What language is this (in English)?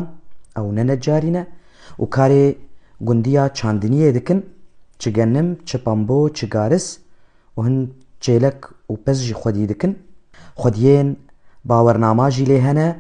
Kurdish